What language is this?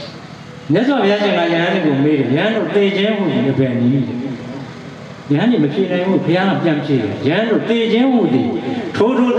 Burmese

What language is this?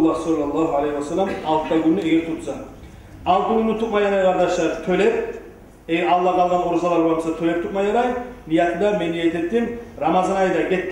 Kumyk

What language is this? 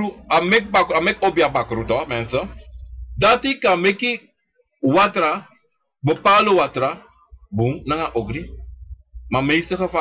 Sranan Tongo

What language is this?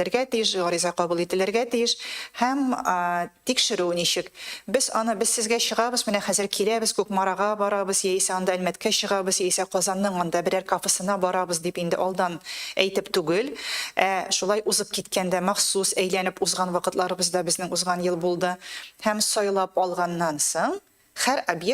Tatar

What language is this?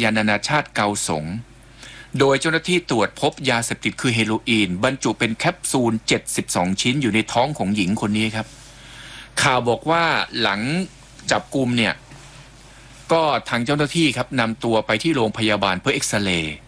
Thai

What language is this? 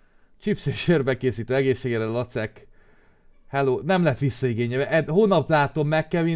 Hungarian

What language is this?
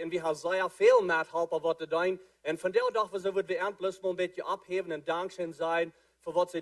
Plautdietsch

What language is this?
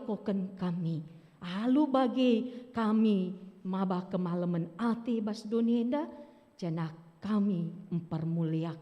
Batak Karo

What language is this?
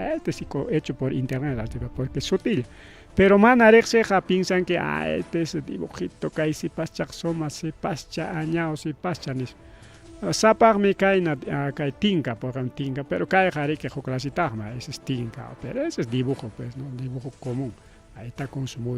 Ayacucho Quechua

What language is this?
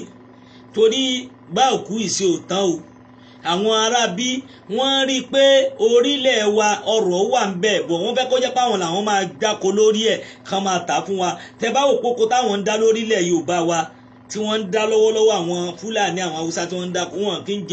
Yoruba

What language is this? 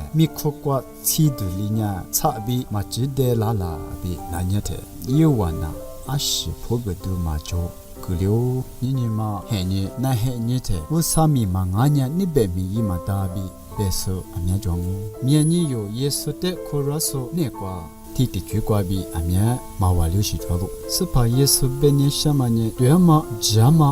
Lisu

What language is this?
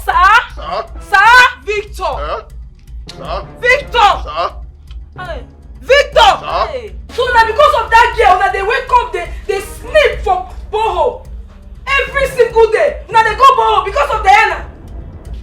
Nigerian Pidgin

